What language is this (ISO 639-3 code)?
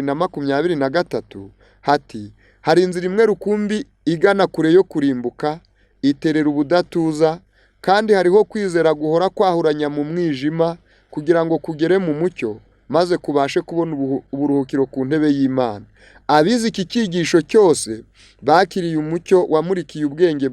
kin